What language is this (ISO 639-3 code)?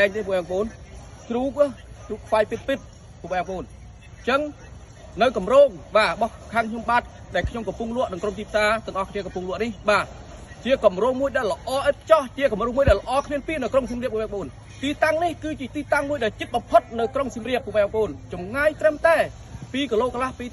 khm